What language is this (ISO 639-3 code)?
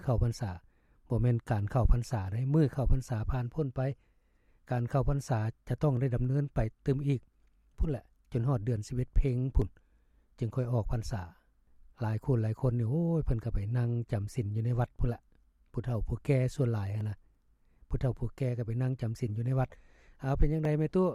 lao